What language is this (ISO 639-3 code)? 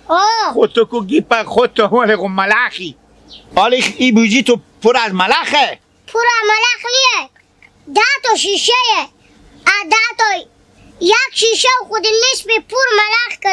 haz